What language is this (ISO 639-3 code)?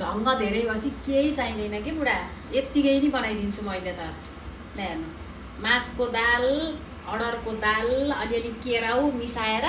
nep